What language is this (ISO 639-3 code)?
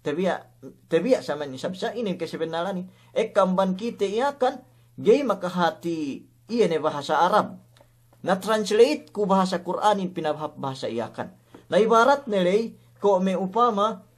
yka